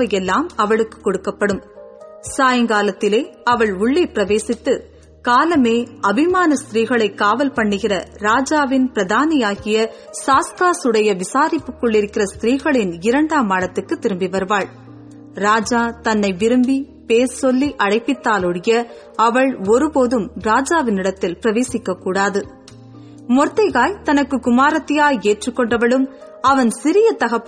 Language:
Tamil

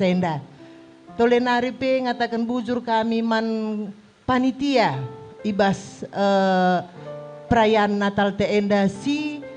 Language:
Batak Karo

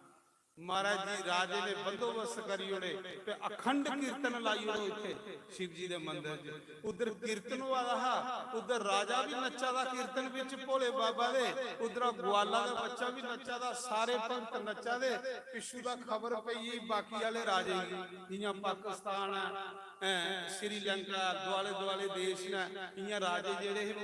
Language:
Dogri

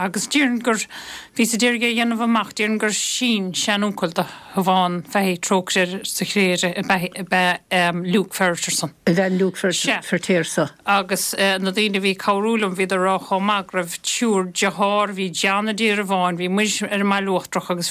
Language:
Irish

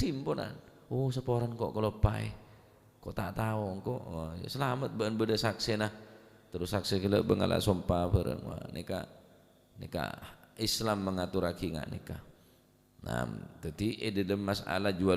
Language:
Madurese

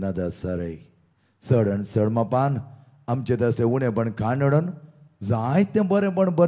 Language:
Konkani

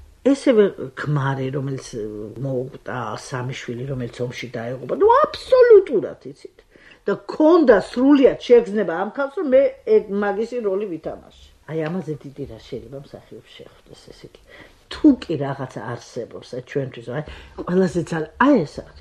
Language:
Georgian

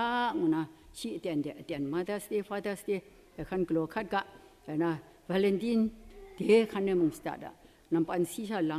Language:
Kachin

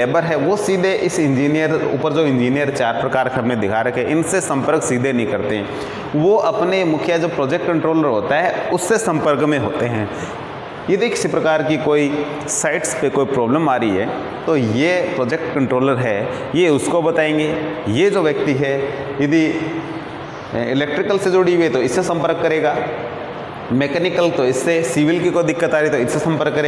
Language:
Hindi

